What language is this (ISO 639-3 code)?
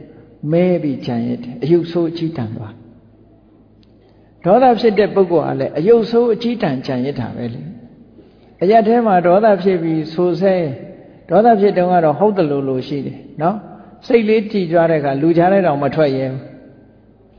mya